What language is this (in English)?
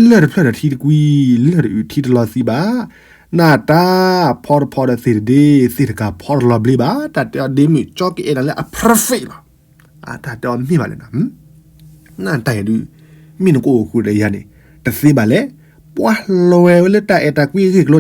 S'gaw Karen